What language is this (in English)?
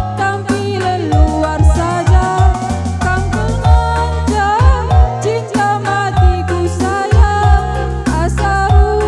Batak Karo